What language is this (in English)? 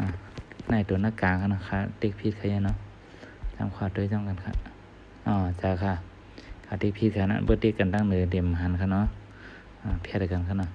Shan